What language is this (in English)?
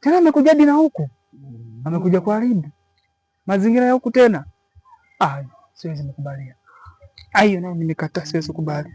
Swahili